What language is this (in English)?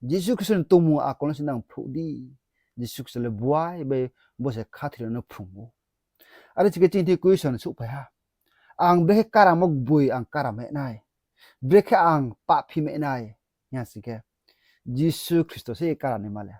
Riang (India)